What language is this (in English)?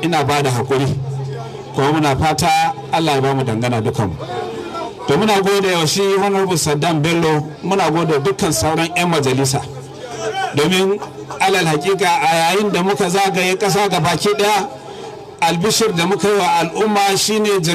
Hausa